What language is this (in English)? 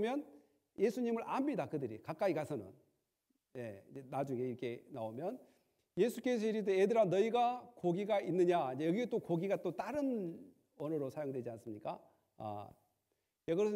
Korean